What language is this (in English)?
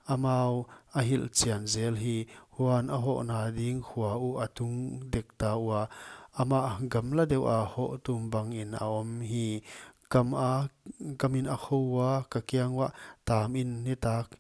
Paite Chin